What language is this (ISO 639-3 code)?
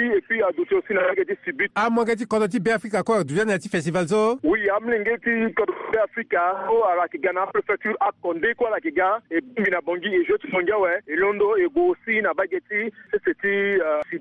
sag